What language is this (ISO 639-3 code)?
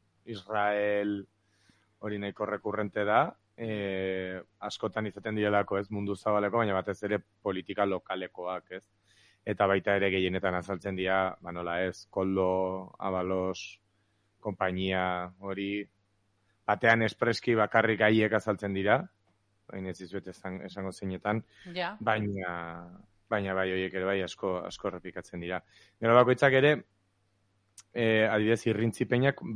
eus